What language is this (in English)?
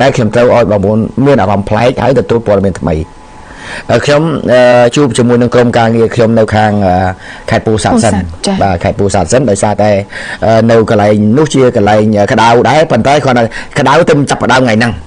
Khmer